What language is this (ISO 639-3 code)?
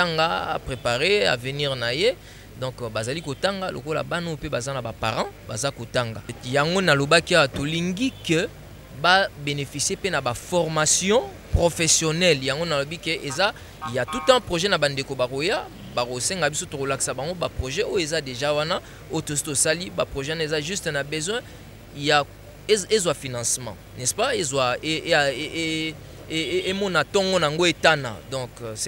lin